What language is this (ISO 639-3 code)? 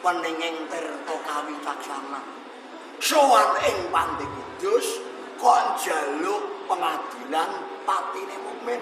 jav